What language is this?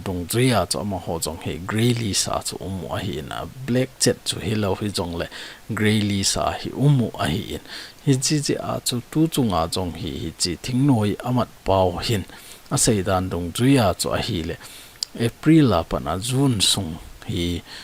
Thado Chin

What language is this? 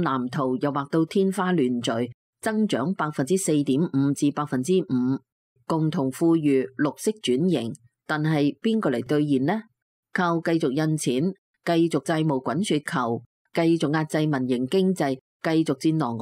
Cantonese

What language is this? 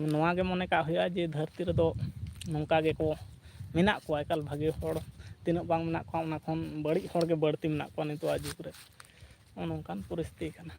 Santali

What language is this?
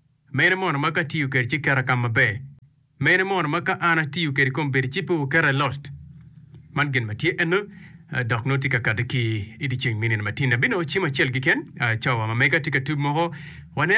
Acoli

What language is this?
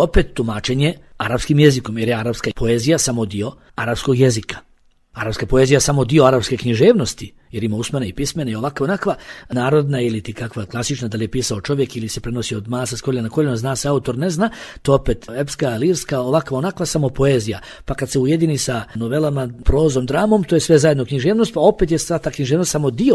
Bosnian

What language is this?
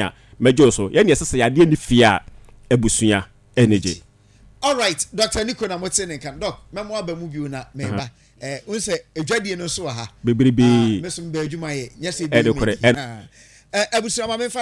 Akan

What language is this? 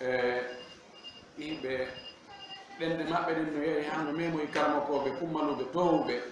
Fula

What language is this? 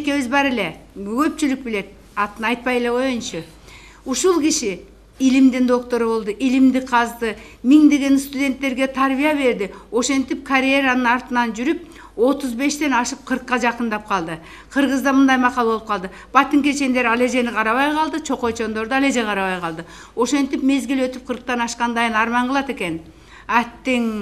Kyrgyz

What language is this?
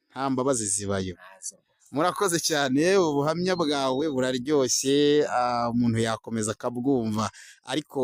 Kinyarwanda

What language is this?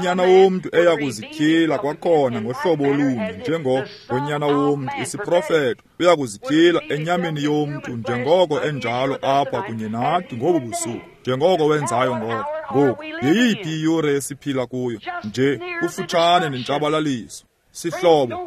Xhosa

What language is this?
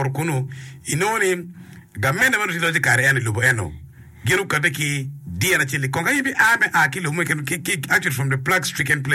Acoli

